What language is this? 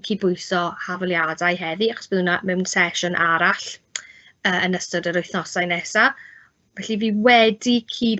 Welsh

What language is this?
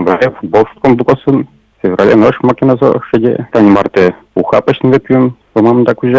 Udmurt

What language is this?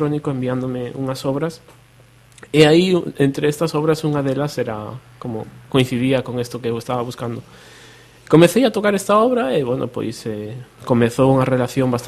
Galician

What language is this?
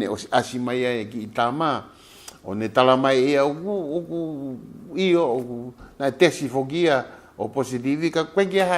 Tongan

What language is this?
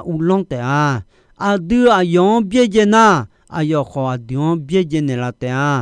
Akha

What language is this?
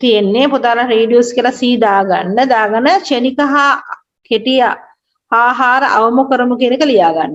Sinhala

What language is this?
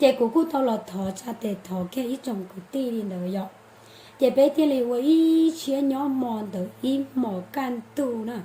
Hmong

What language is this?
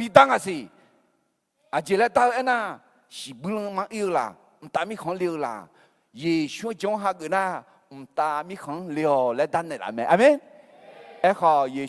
Akha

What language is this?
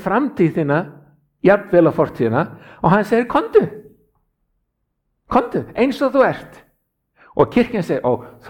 Icelandic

